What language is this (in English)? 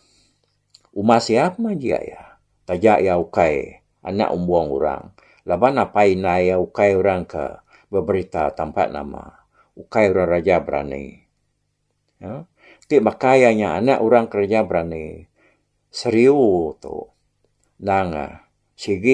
Iban